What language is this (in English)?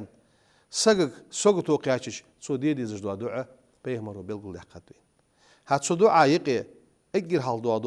Ingush